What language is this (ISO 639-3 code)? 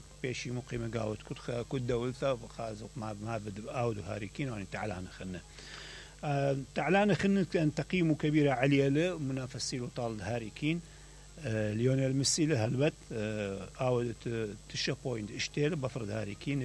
acm